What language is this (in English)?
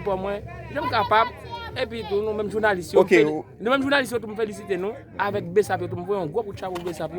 Haitian Creole